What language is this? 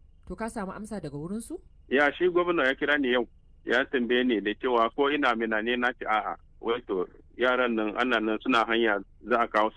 Hausa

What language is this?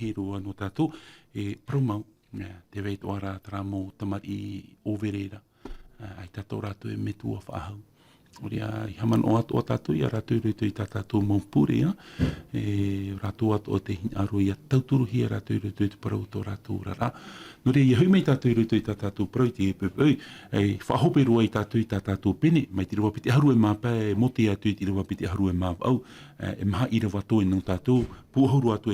Tahitian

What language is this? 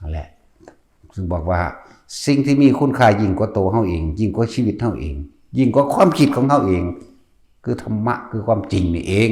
Northeastern Thai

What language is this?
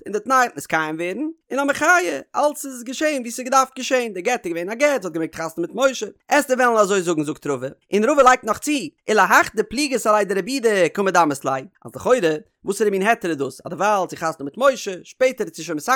Yiddish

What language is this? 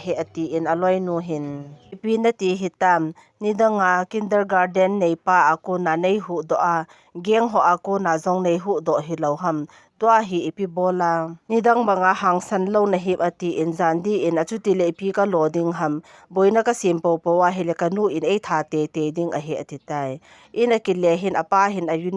Thado Chin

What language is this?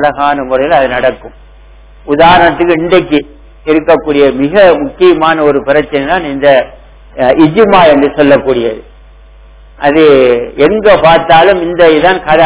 Tamil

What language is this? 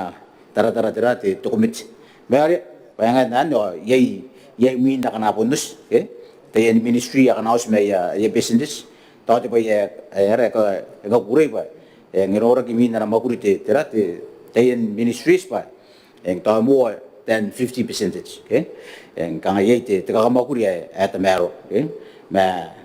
Gilbertese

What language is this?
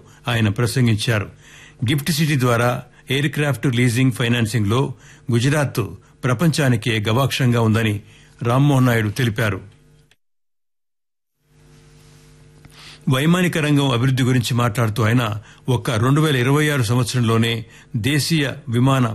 Telugu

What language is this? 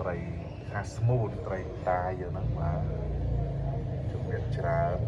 Khmer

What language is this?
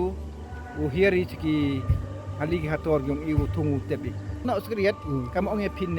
Pnar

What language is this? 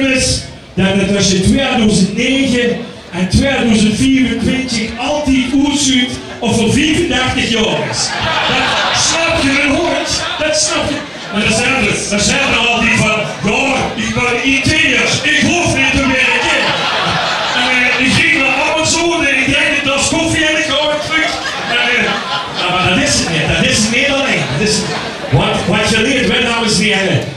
Limburgish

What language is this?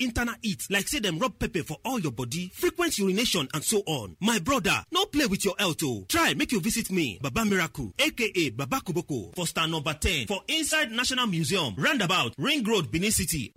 Nigerian Pidgin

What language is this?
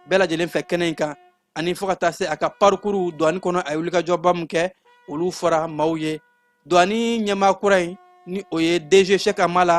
Bambara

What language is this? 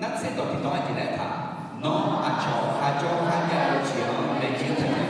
Akha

